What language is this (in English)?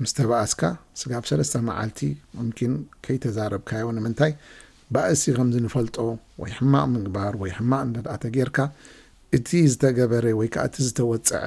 Tigrinya